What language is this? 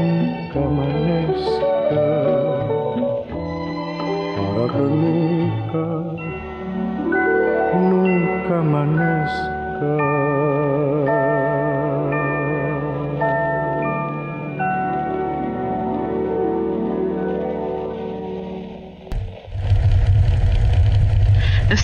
Spanish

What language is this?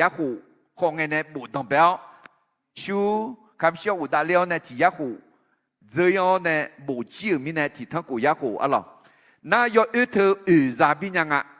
Akha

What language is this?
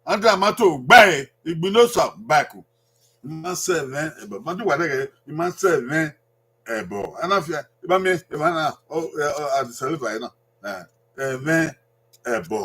Bini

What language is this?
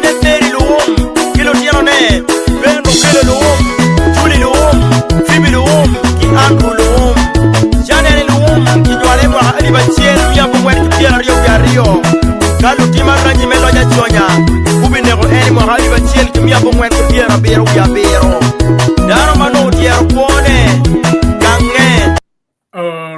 Acoli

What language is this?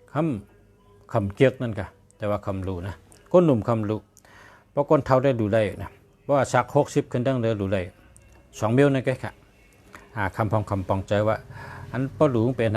Shan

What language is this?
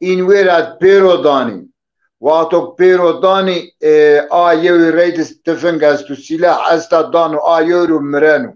Zaza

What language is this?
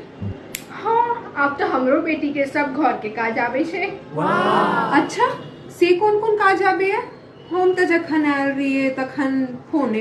Maithili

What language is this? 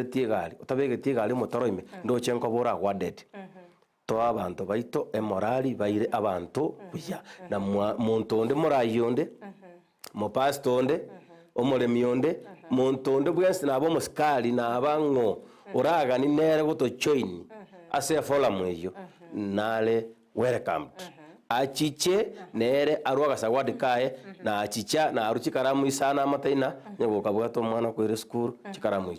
Gusii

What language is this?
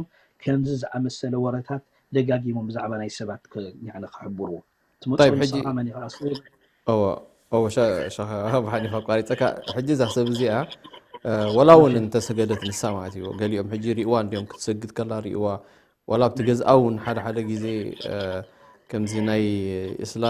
Tigrinya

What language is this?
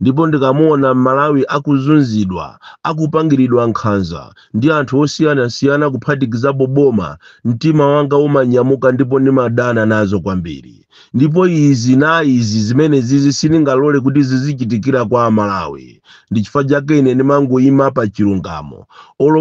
Nyanja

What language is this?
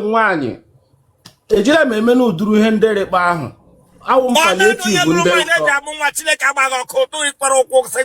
Igbo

